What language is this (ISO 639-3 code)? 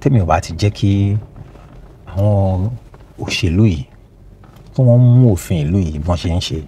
yor